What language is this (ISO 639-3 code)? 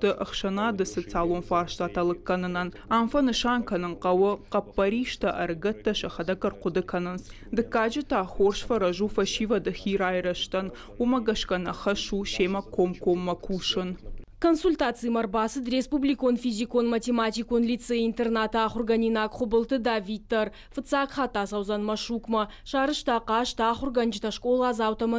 oss